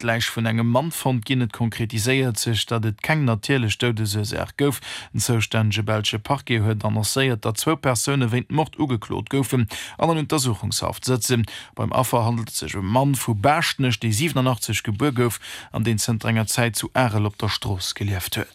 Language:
Luxembourgish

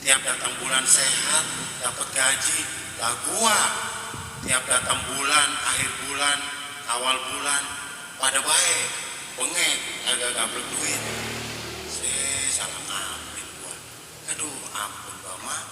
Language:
Betawi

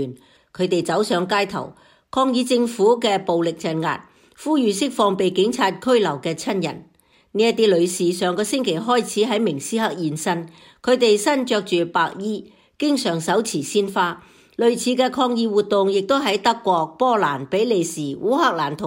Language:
Cantonese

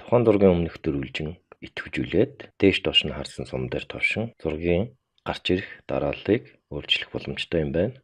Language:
Mongolian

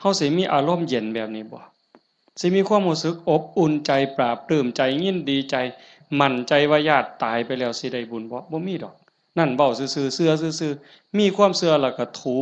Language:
Northeastern Thai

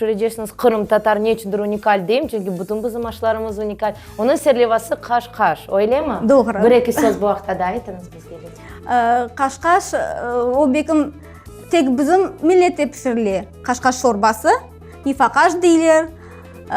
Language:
Crimean Tatar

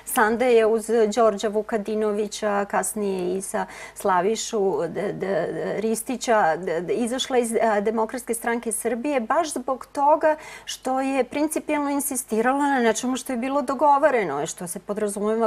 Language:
Serbian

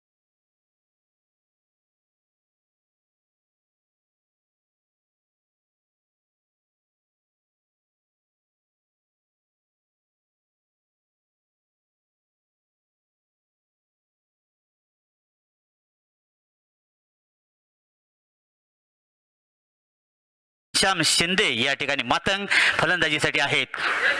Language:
Marathi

